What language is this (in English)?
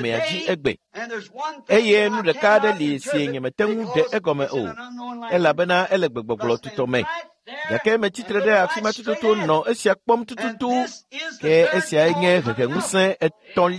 Ewe